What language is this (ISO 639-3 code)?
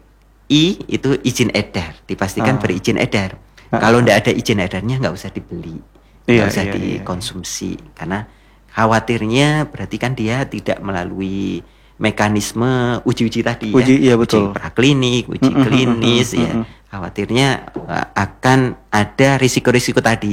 ind